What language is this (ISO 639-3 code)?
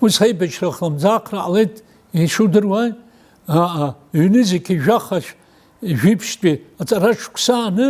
abk